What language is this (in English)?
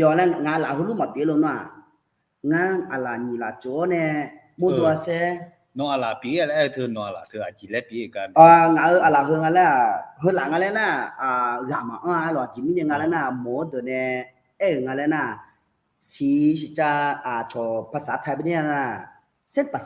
Akha